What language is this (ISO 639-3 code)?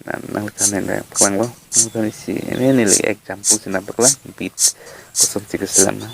mjw